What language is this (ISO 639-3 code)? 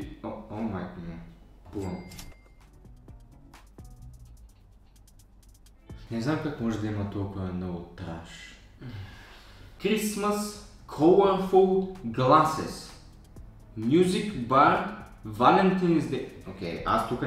bul